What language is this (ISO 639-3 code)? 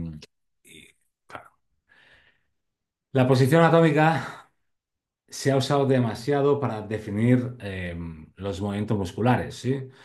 spa